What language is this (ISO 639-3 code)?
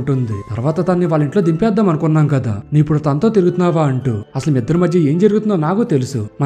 tel